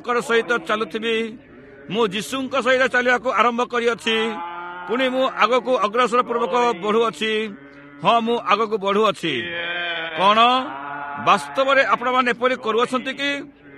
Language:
Odia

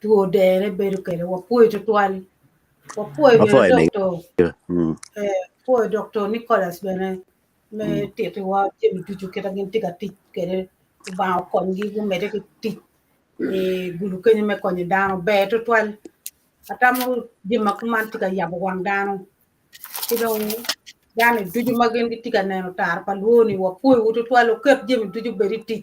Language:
Acoli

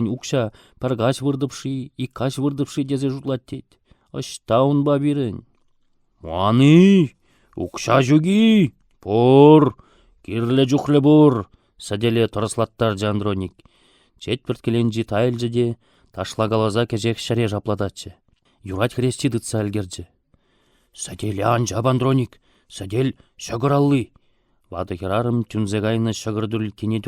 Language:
Chuvash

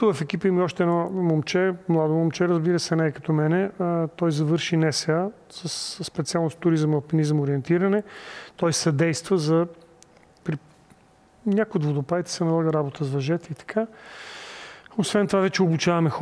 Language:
Bulgarian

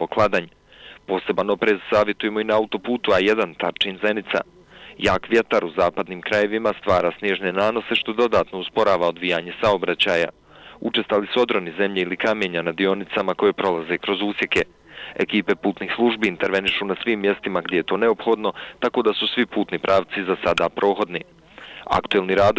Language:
Croatian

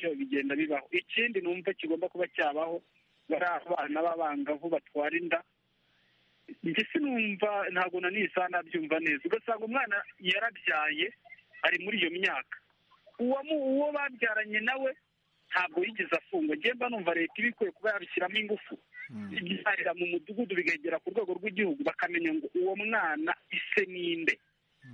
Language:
Kinyarwanda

